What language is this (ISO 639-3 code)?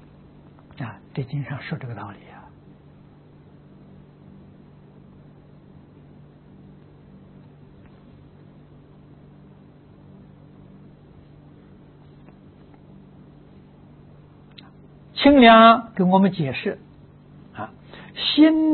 zho